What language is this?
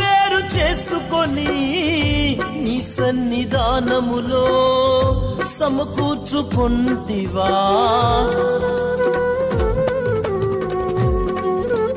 Telugu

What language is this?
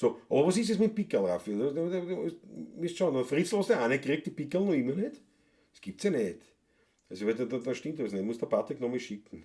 Bavarian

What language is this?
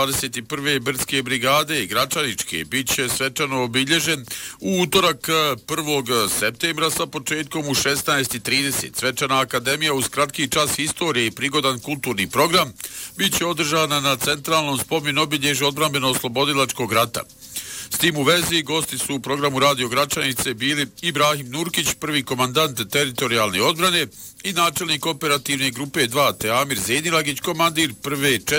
Bosnian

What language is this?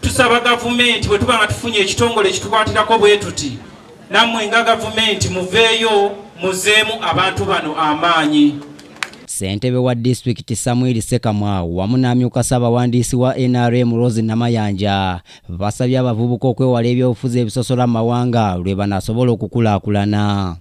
Ganda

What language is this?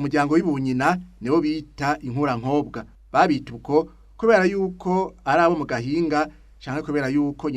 Rundi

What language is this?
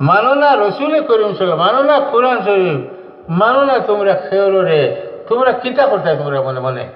Sylheti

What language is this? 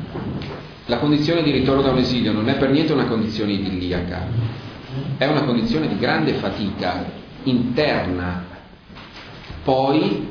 Italian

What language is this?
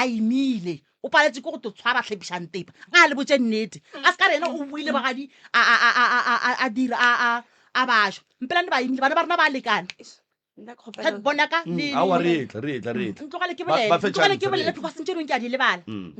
Northern Sotho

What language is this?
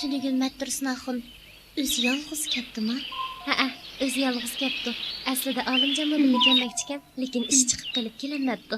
Uyghur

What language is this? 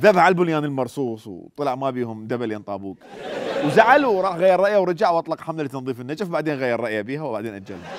Mesopotamian Arabic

